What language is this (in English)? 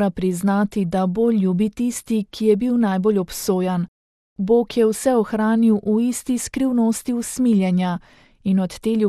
Slovenian